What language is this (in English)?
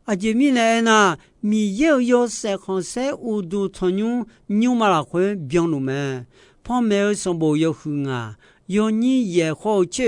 Akha